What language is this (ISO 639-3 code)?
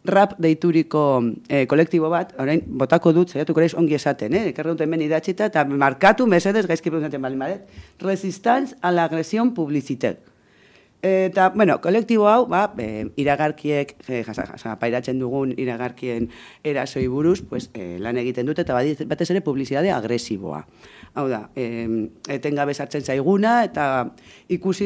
eus